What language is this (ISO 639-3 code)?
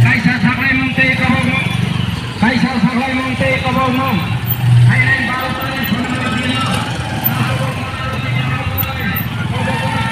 trp